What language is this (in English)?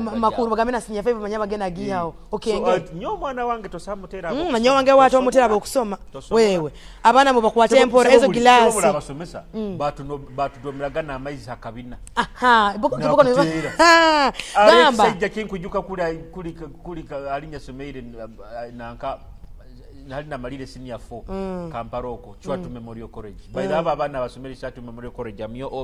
Nyoro